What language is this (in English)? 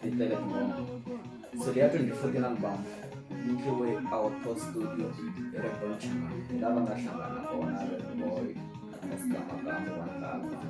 Tsonga